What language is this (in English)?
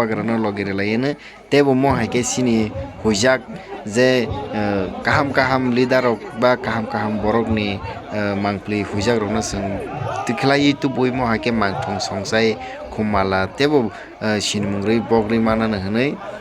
Kok Borok